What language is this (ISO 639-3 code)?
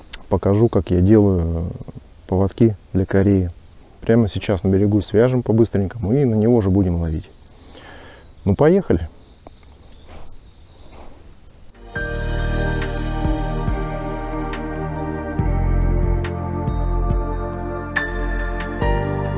rus